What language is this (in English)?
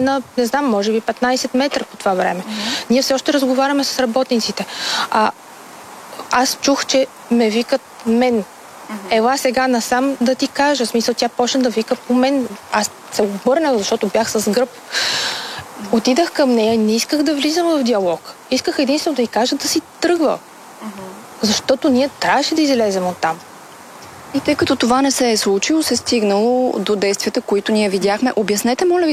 Bulgarian